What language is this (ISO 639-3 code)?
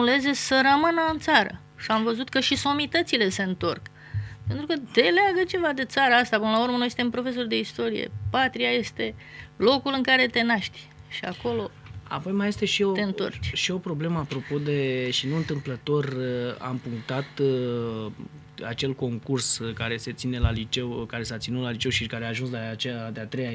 ron